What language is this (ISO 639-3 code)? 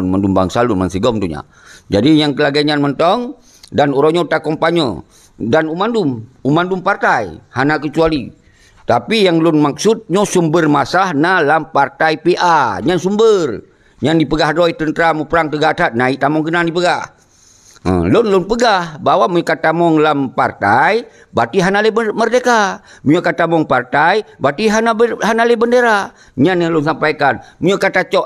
ace